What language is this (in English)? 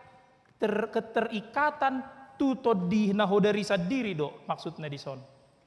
Batak Toba